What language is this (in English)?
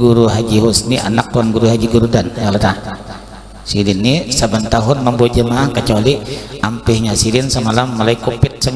Banjar